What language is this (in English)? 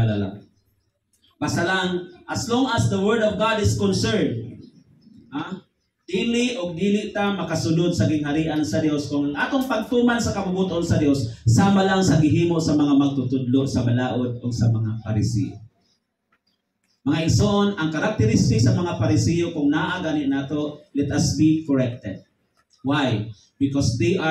Cebuano